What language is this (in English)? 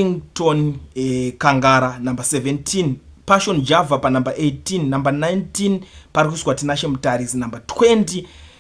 Shona